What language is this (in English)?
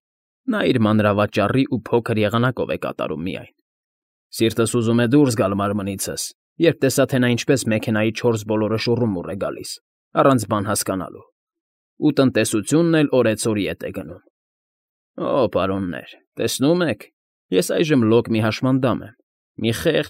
Armenian